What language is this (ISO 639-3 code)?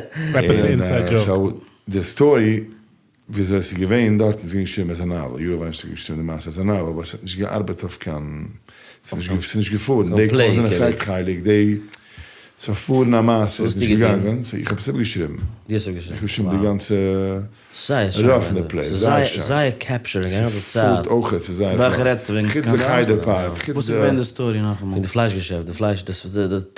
yid